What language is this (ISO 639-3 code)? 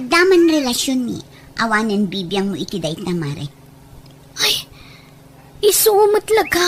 ilo